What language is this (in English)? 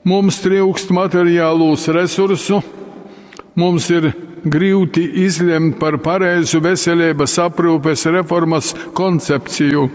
Latgalian